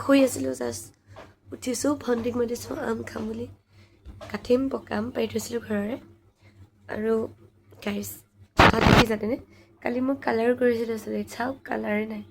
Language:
Assamese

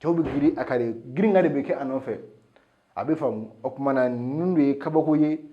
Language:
Bambara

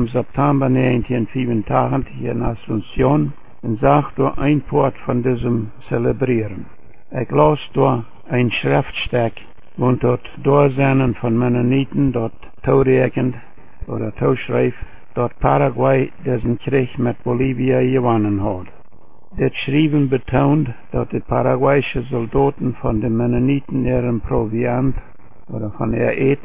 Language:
Plautdietsch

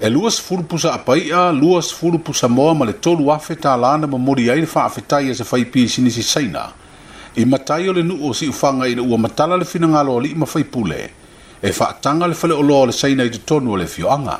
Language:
Samoan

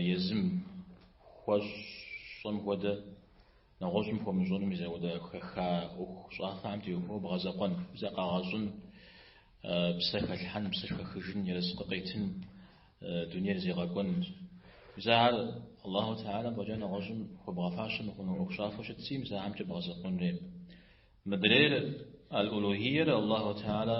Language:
Kabardian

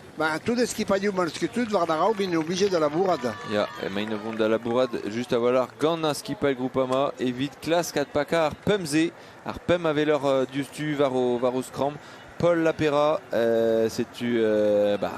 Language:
Breton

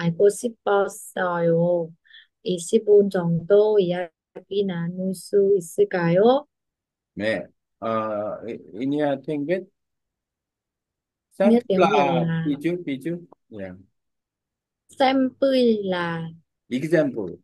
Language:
Korean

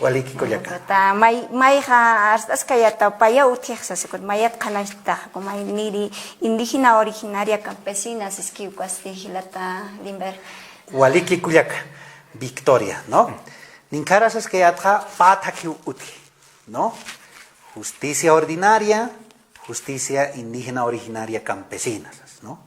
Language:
Aymara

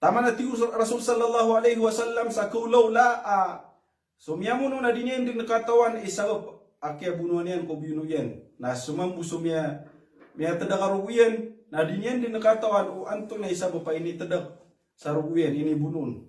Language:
Maranao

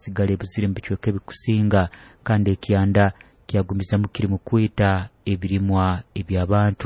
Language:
Nyoro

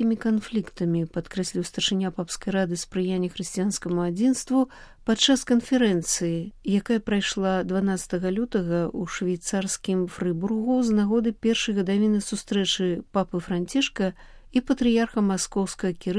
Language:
Belarusian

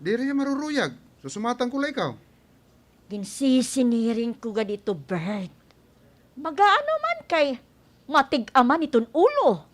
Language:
Waray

